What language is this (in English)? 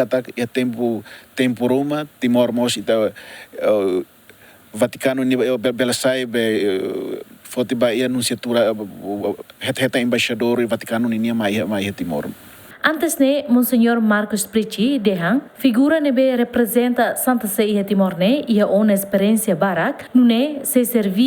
Tetum